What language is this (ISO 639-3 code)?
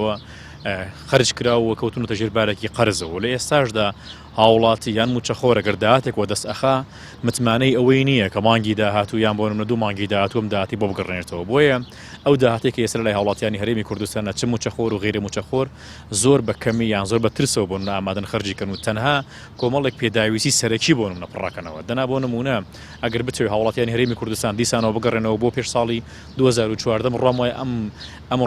ckb